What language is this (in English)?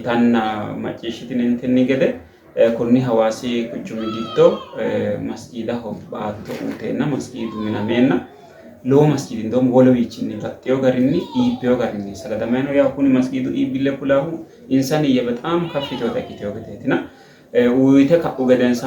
Sidamo